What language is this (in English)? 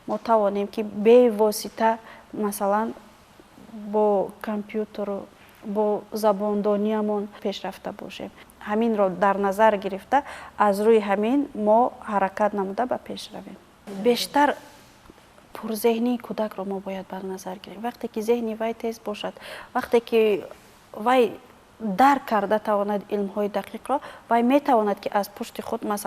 Tajik